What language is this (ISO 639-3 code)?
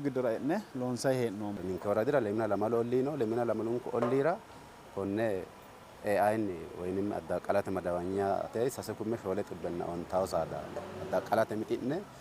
sid